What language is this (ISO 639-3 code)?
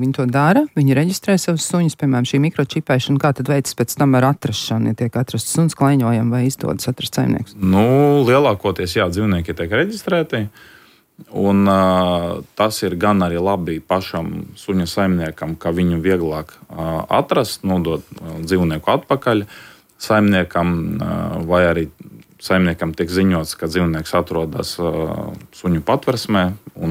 lav